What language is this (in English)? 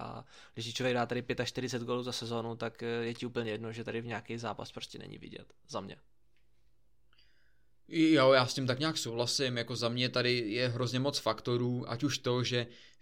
Czech